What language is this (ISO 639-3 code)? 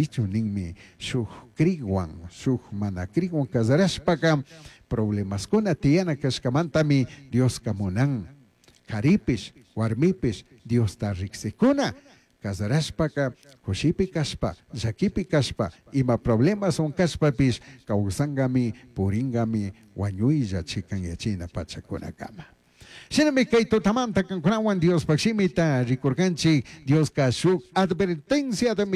qug